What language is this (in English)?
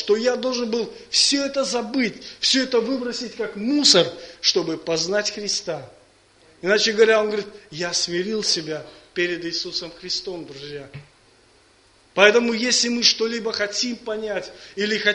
Russian